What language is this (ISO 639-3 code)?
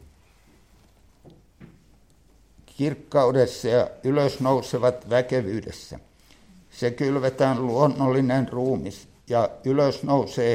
fin